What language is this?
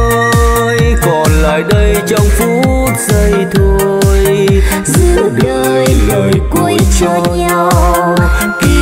Vietnamese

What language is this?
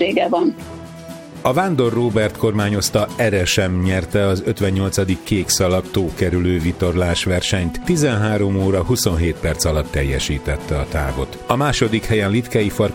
Hungarian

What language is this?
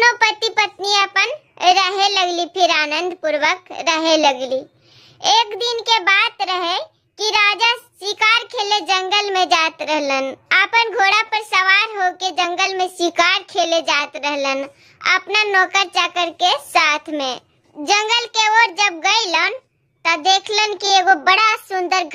Bhojpuri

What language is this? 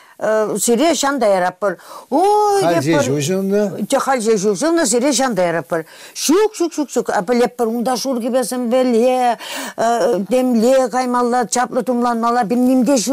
Chuvash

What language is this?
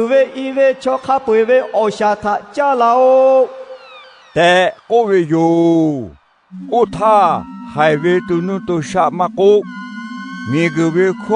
Lahu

